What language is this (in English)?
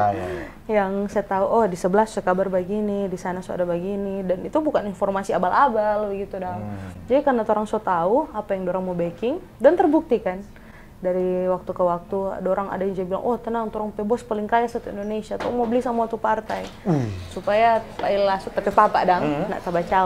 Manado Malay